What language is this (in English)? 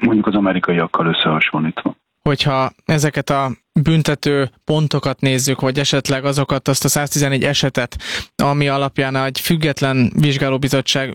Hungarian